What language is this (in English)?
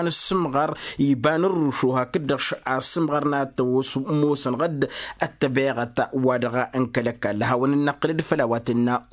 Tamasheq